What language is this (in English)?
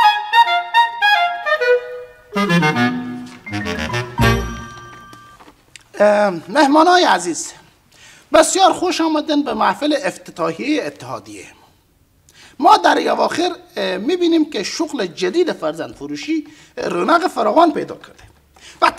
Persian